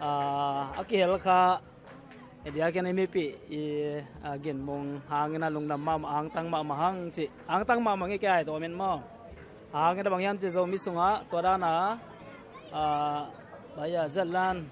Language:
Tedim Chin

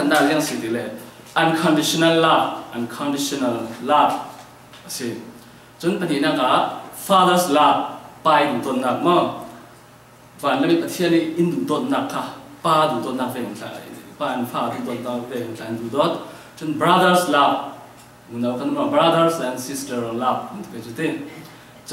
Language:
Falam Chin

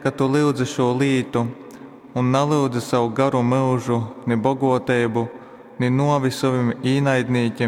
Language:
Latgalian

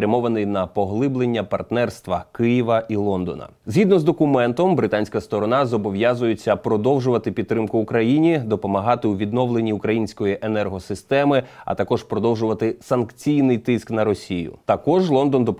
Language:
Ukrainian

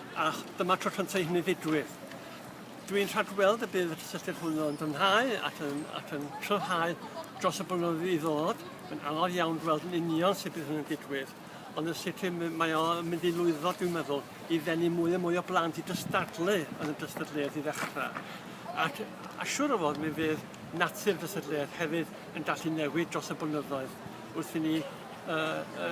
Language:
Welsh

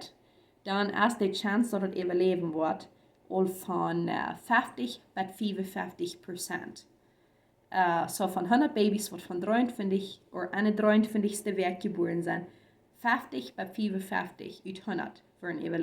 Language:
Plautdietsch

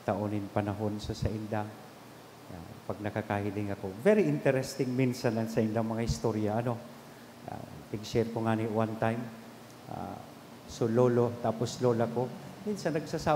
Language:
Bikol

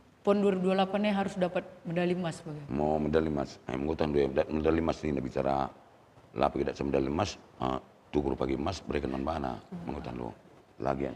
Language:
Batak Karo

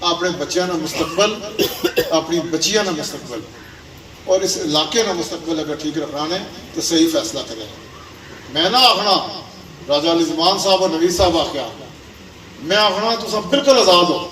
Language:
Pahari-Potwari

